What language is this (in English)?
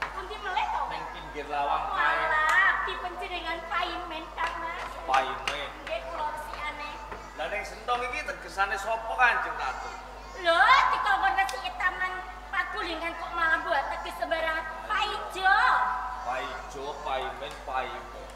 Javanese